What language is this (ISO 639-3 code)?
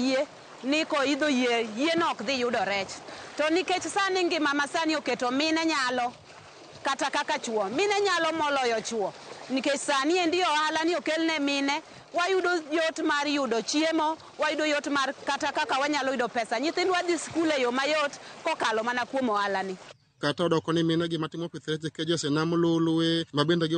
luo